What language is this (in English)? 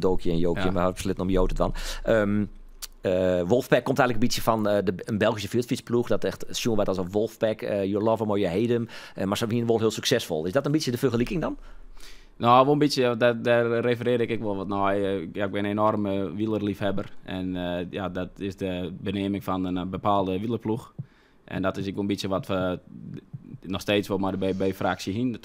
Western Frisian